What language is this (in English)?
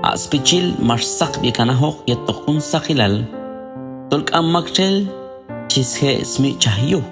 Q'anjob'al